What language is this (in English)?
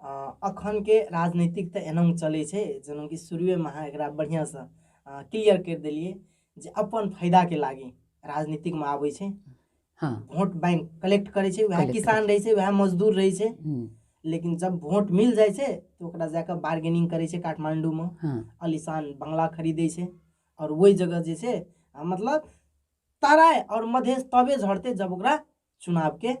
Maithili